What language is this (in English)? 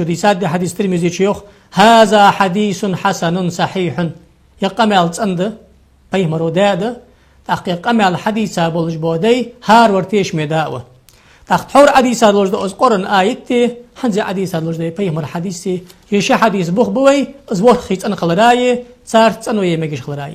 Ingush